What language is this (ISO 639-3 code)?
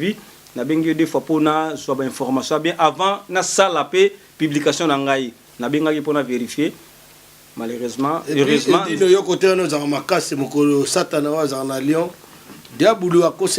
lin